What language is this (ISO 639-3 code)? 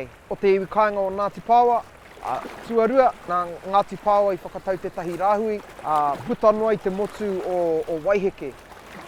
mri